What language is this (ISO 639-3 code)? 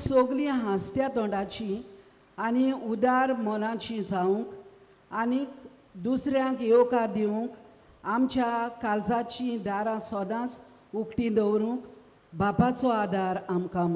kok